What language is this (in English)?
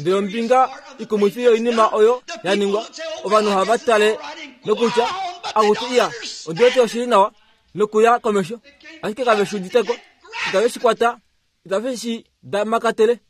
Kuanyama